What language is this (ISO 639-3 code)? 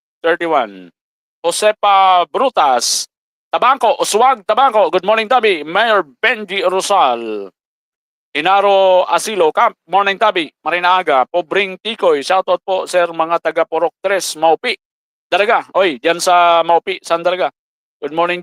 bik